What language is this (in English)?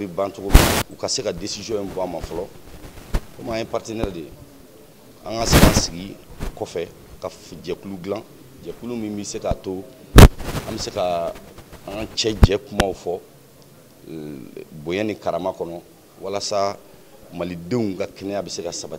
Bambara